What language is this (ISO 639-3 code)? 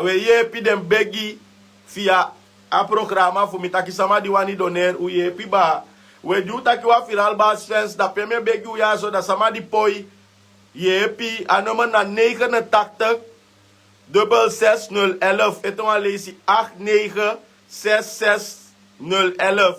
srn